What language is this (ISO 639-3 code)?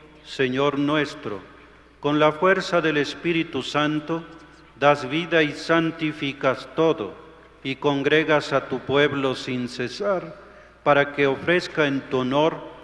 spa